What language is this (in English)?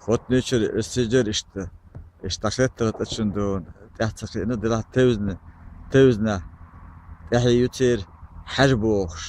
Chechen